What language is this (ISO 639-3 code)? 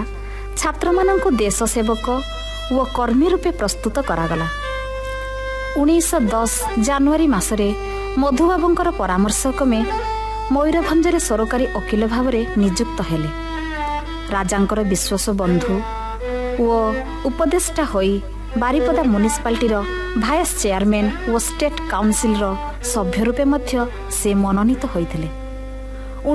ori